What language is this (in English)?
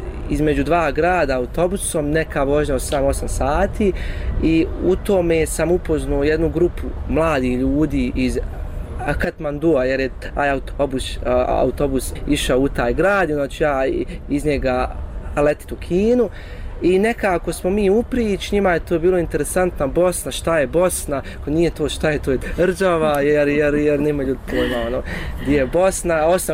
Bosnian